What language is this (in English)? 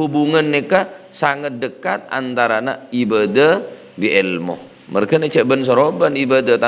Madurese